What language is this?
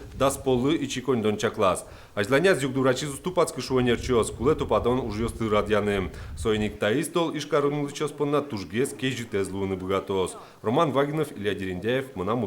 Udmurt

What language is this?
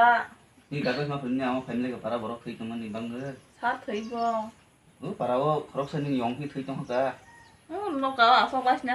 Kok Borok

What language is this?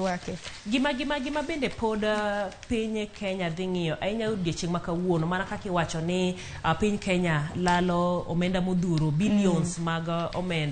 Luo (Kenya and Tanzania)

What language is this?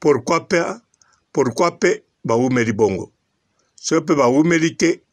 Lingala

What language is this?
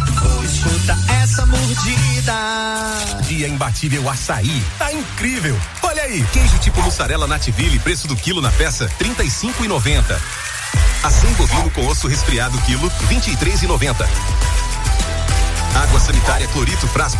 Portuguese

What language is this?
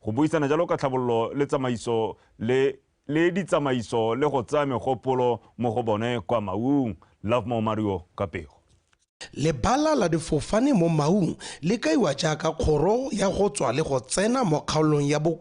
Tswana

